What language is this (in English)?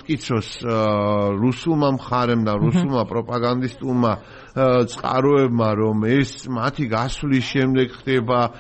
Georgian